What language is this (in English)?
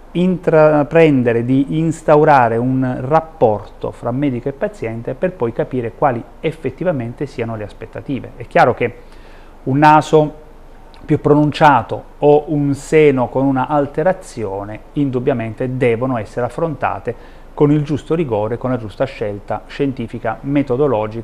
Italian